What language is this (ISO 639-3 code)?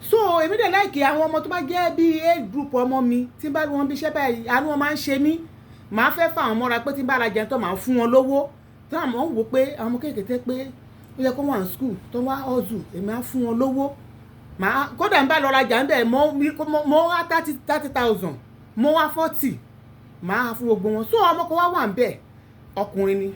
yor